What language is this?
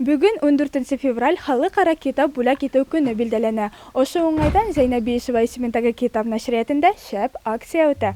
Bashkir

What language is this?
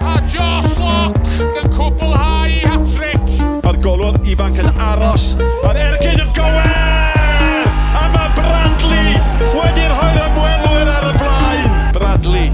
Welsh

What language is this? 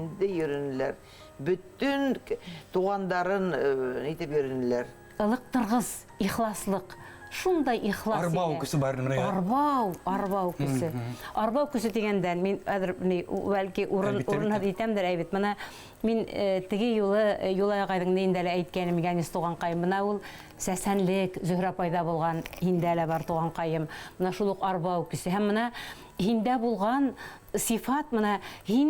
Bashkir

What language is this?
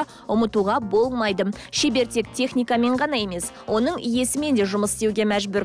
Kazakh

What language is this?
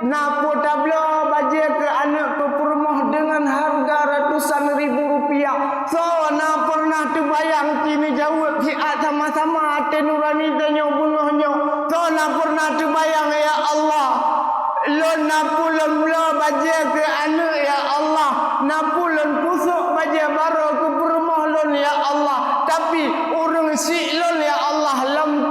Achinese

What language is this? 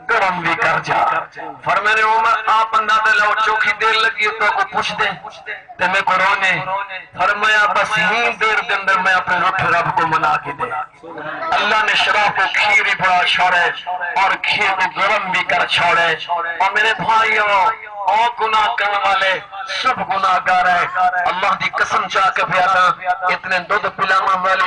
Saraiki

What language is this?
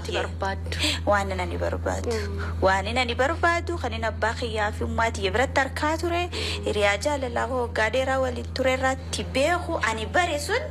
Oromo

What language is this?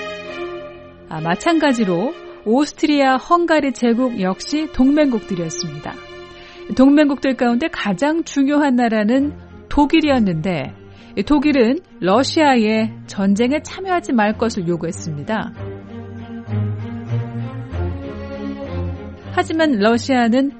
Korean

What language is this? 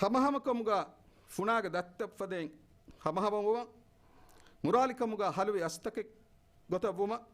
Divehi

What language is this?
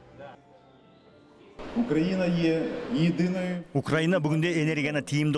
Kazakh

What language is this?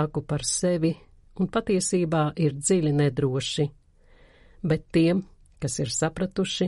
Latvian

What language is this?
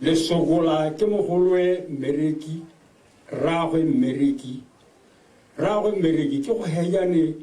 Tswana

